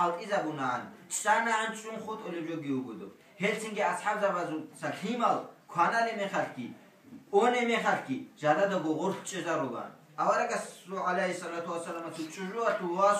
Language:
Avaric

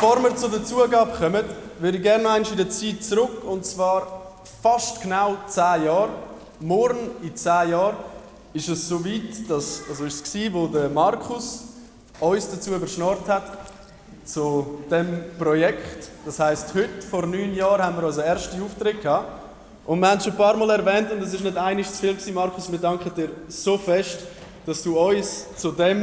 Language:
Swiss German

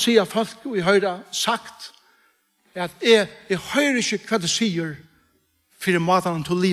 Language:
Faroese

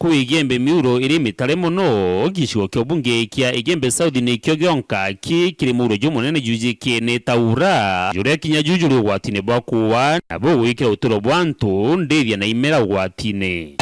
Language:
Meru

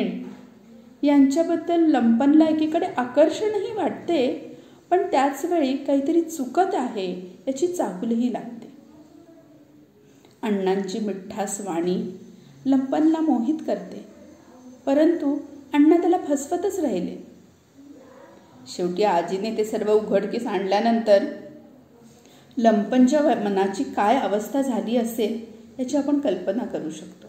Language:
Marathi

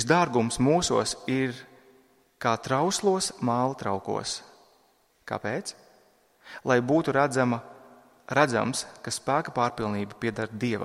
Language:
Latvian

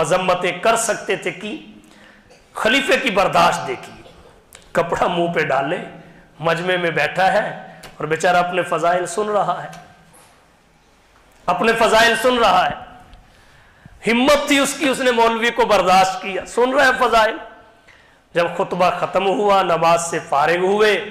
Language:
Urdu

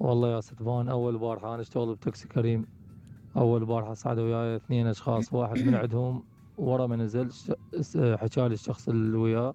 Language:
Mesopotamian Arabic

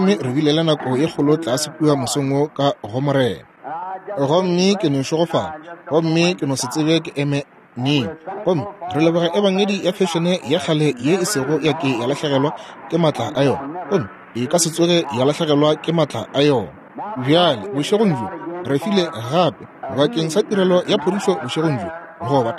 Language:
Northern Sotho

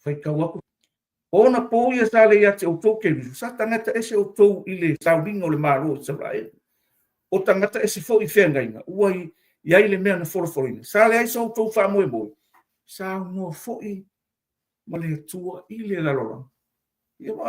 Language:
Samoan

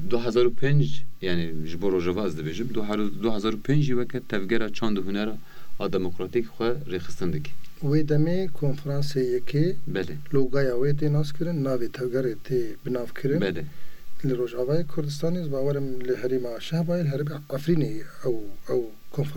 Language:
Kurdish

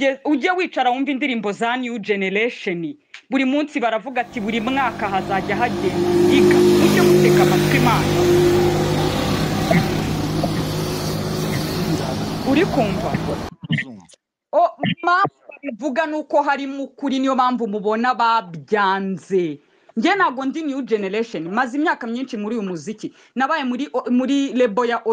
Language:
Kinyarwanda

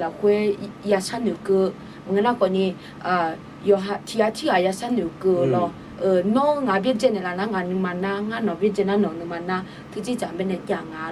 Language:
Akha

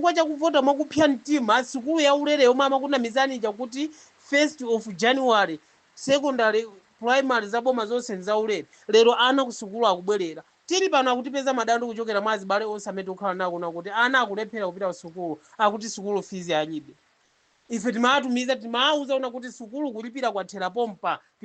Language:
Nyanja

